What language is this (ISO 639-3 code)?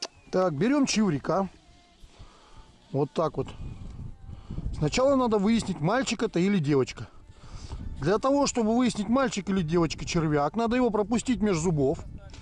rus